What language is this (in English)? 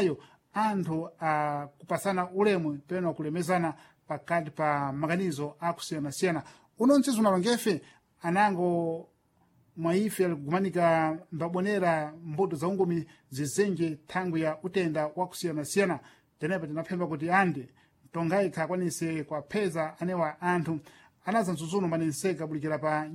Sena